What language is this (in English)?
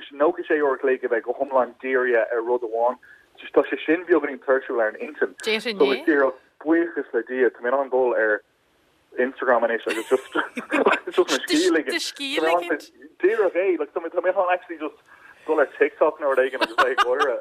Irish